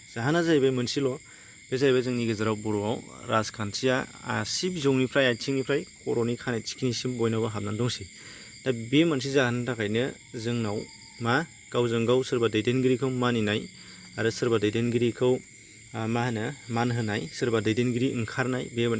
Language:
Bodo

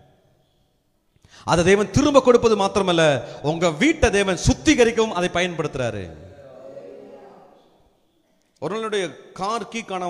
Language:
Tamil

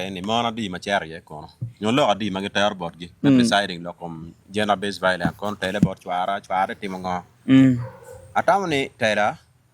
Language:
Acoli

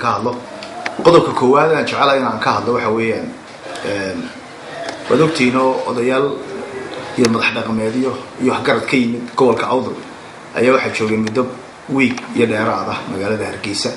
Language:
Somali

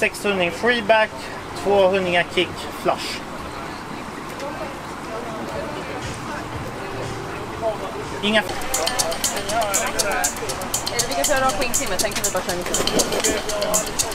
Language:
Swedish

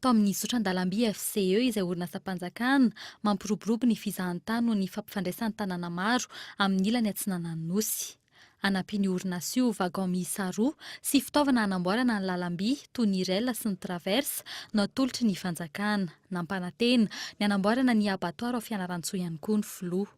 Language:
Malagasy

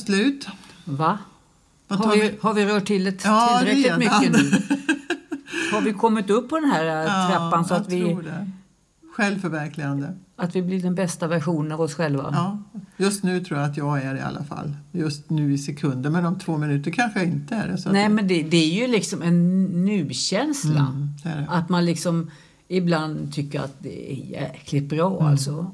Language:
Swedish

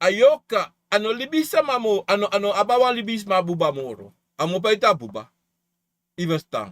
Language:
Sranan Tongo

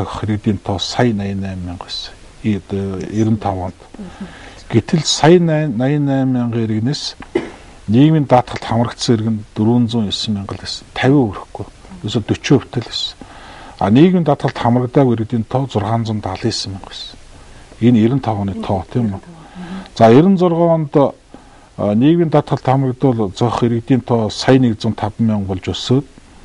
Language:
Mongolian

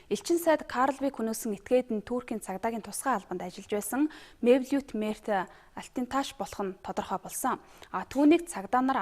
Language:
Mongolian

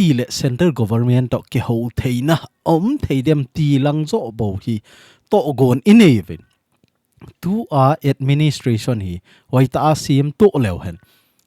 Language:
Thado Chin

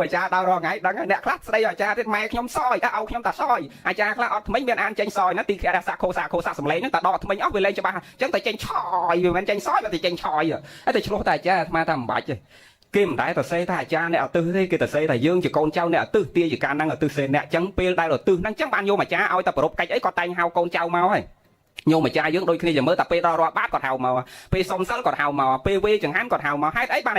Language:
Khmer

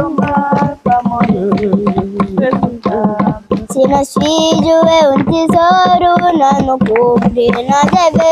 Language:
Kabuverdianu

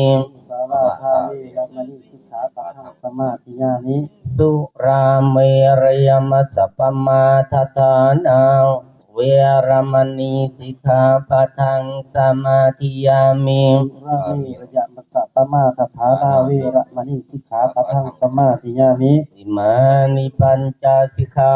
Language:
Pali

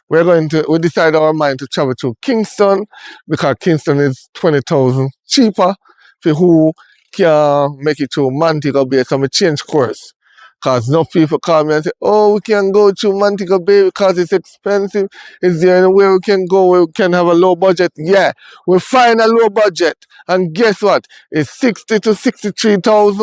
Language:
Jamaican Creole English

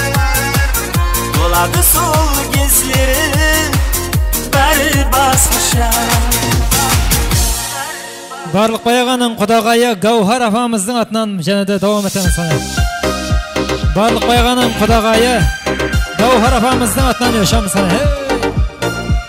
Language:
Kara-Kalpak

